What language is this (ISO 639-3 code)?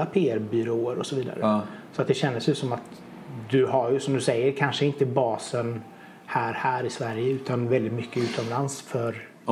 swe